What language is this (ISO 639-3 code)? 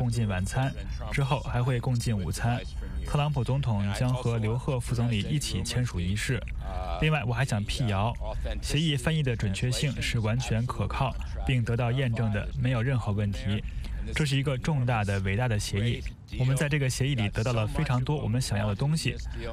zho